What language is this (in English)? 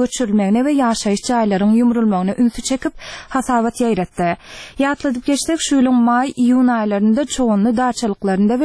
Turkmen